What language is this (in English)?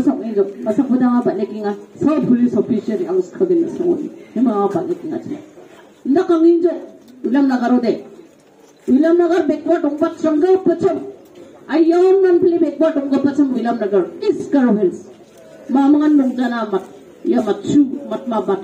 Garo